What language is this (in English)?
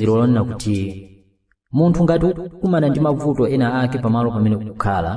Nyanja